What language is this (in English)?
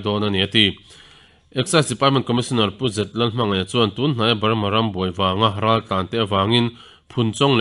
Mizo